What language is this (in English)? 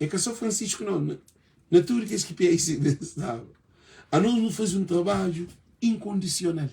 Kabuverdianu